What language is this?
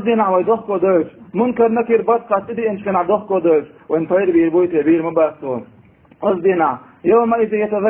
Chechen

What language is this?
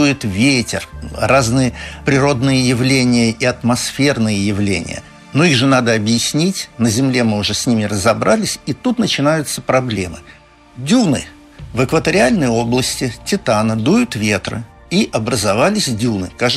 Russian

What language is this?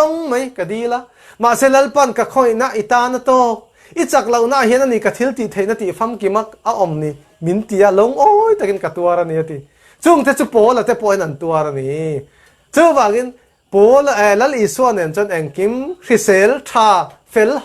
Falam Chin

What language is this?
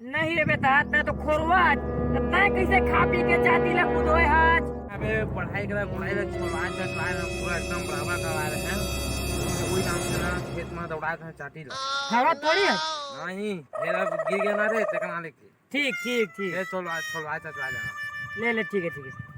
Chhattisgarhi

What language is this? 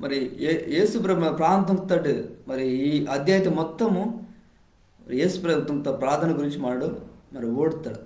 Koya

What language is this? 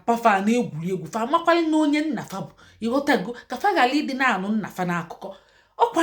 Igbo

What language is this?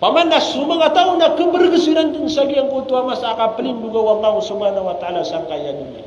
Maranao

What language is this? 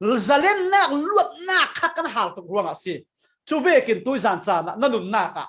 Falam Chin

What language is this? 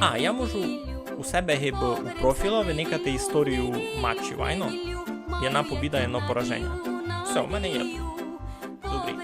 Rusyn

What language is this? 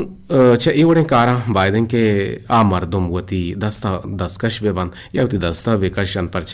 Eastern Balochi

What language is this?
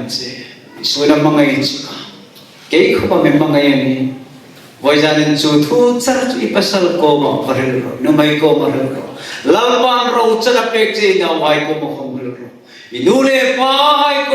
Hmar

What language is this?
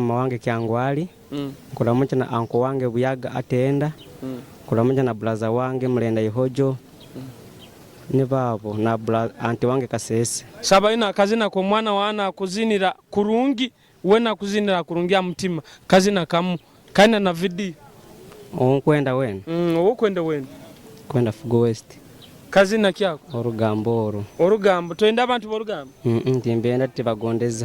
Nyoro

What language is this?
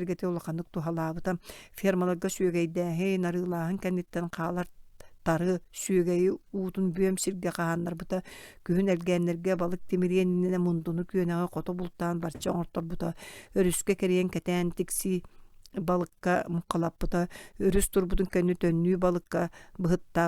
Yakut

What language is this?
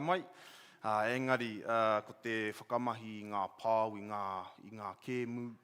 Māori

